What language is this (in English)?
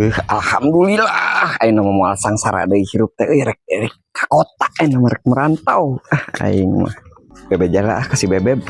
Sundanese